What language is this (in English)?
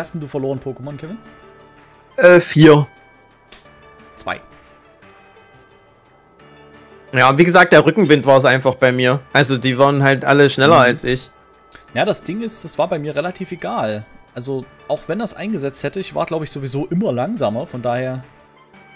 German